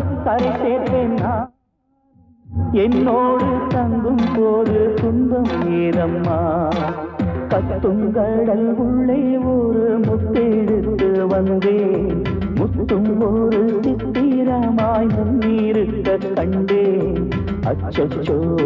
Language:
Tamil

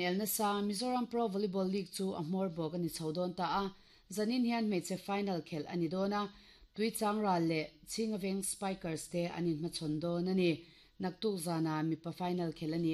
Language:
Mizo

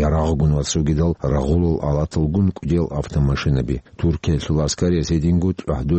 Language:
Avaric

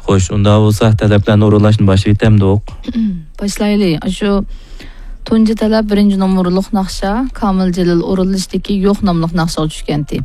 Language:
Uyghur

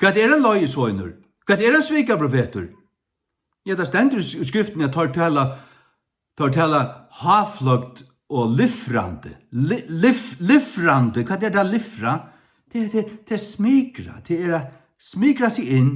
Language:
Faroese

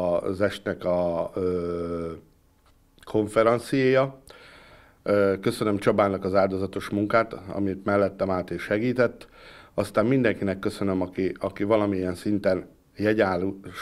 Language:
Hungarian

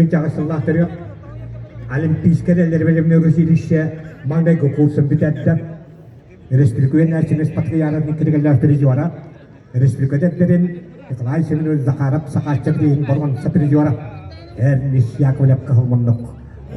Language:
Yakut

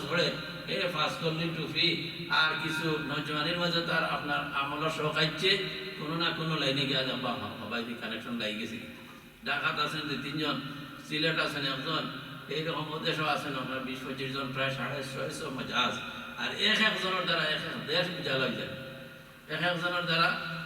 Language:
Sylheti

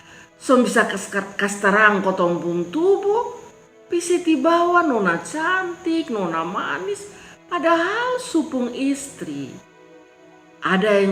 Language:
Kupang Malay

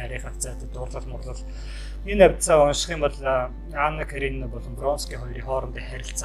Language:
Mongolian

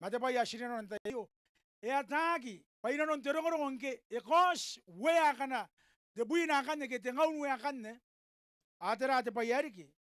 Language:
Gilbertese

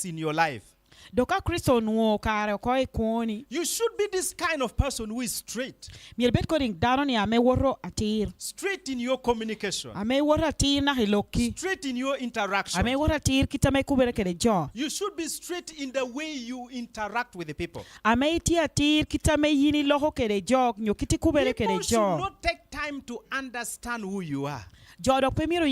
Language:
Lango (Uganda)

